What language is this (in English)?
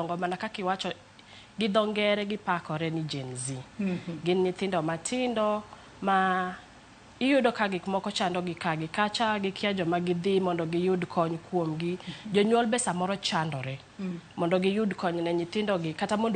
Luo (Kenya and Tanzania)